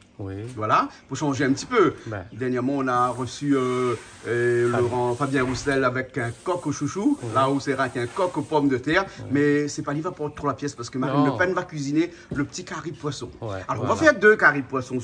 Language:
Réunion Creole French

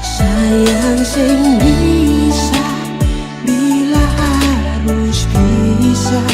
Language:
Ambonese Malay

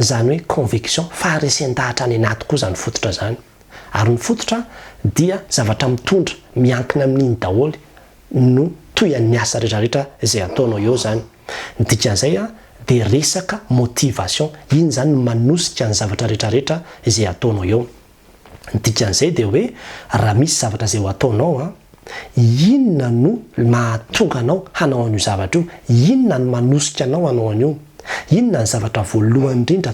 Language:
Malagasy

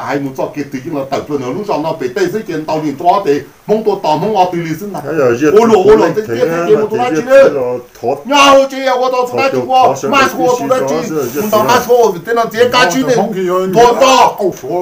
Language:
Hmong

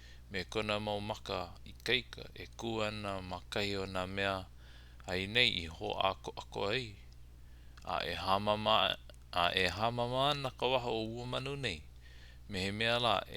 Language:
Hawaiian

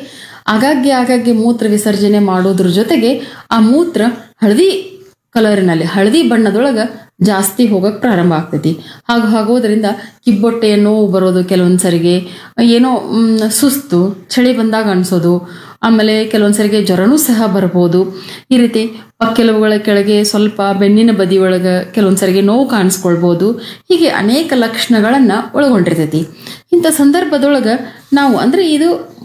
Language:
Kannada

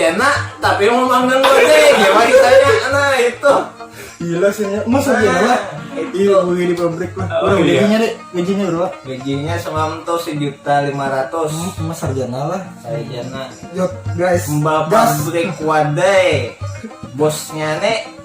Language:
Banjar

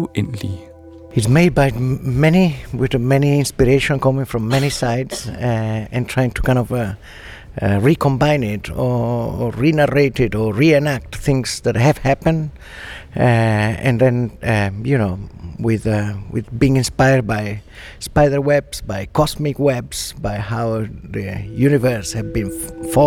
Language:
Danish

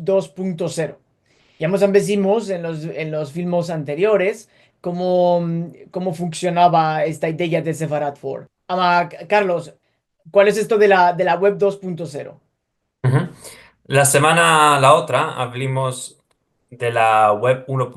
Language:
Ladino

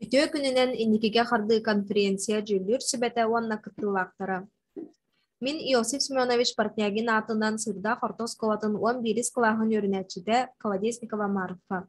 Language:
Yakut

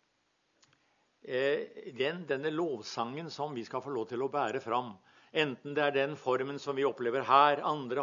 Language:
Norwegian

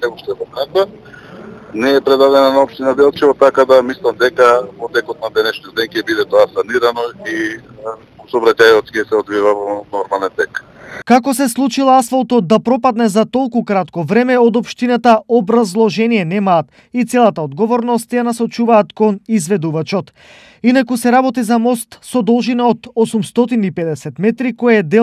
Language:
Macedonian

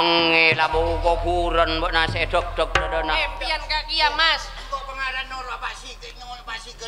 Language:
Madurese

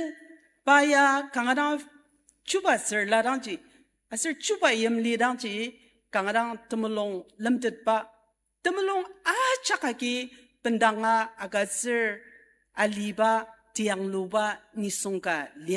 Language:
Ao Naga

